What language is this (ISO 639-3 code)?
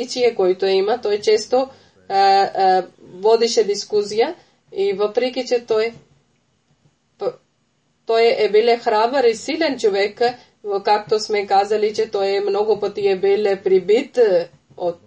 bul